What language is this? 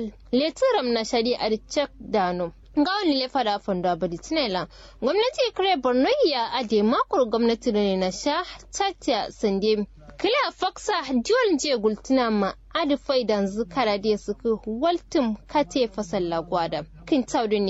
Kanuri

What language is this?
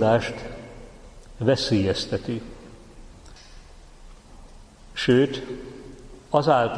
Hungarian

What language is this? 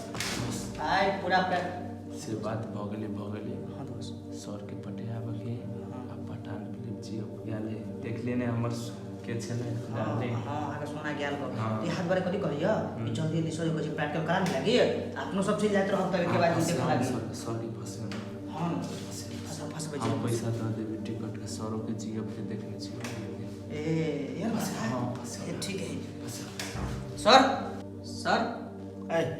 Maithili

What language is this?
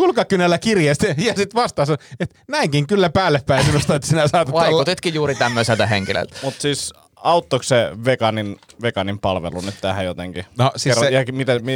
Finnish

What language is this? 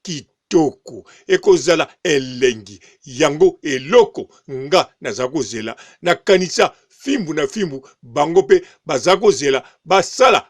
Lingala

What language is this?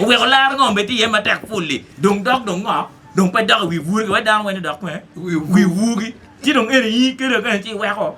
Acoli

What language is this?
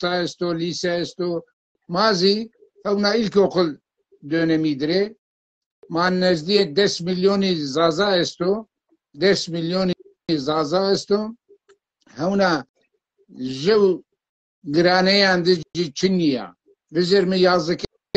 Zaza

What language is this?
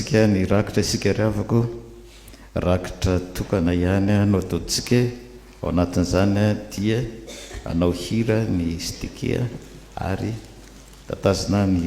Malagasy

